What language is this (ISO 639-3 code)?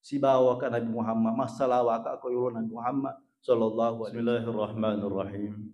bug